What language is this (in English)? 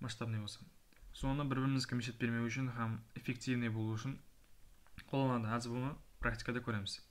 Kara-Kalpak